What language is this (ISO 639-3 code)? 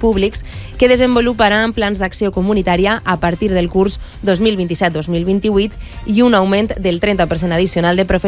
cat